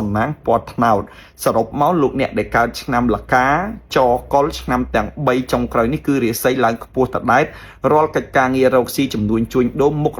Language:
Khmer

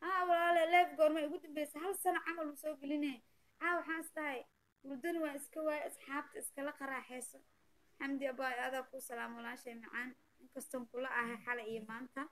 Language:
Somali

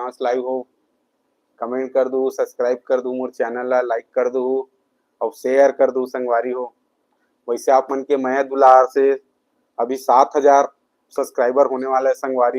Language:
Chhattisgarhi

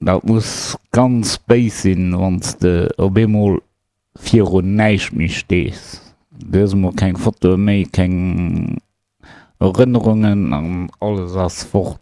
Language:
Luxembourgish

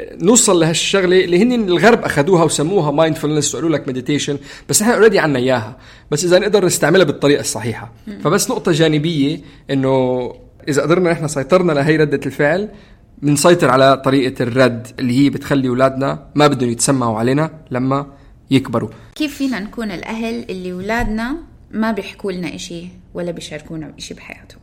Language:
North Levantine Arabic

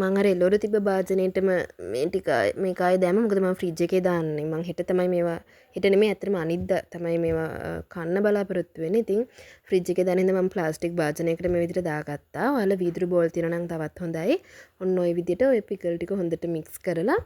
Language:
Sinhala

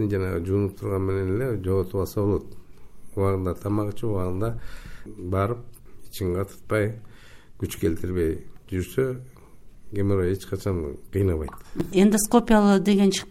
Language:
Kyrgyz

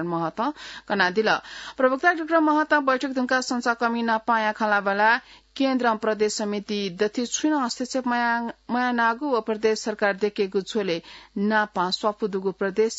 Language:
Newari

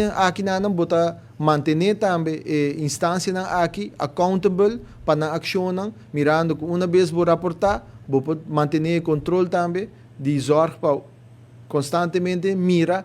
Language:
Papiamento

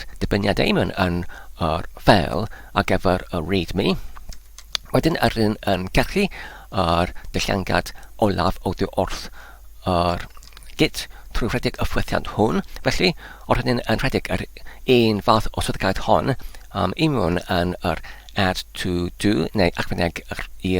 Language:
Welsh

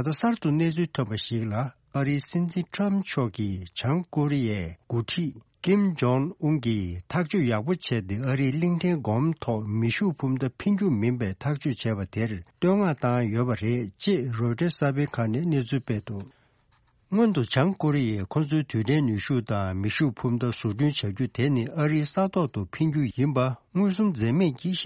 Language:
Tibetan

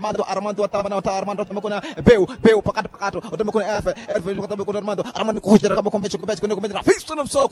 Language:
Swahili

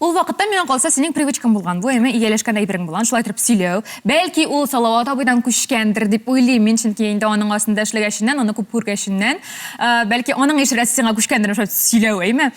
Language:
Tatar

